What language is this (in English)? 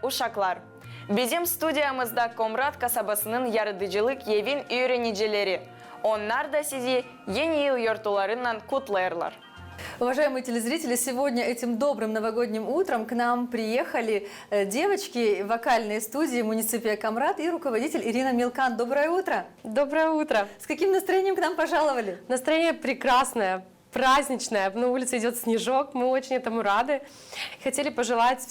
Gagauz